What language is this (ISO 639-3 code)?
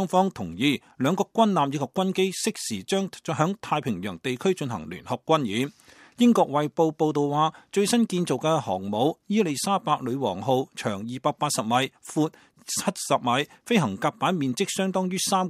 yue